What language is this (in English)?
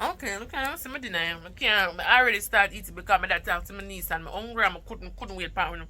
Jamaican Creole English